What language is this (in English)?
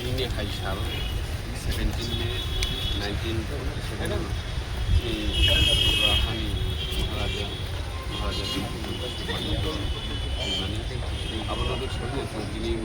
Kok Borok